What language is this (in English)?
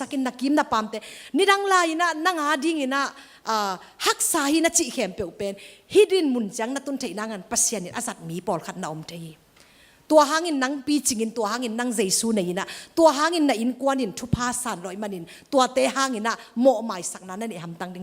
Tedim Chin